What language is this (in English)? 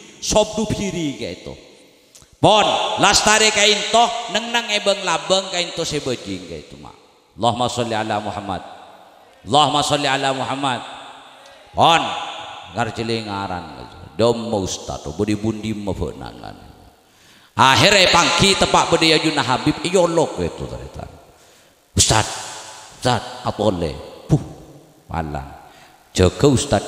Madurese